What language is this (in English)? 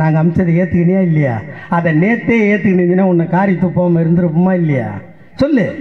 Tamil